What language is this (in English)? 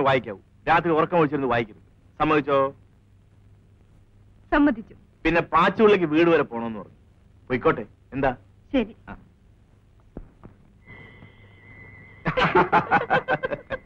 Malayalam